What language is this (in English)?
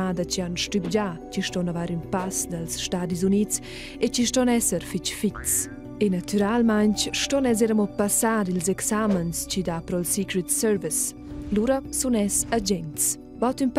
Romansh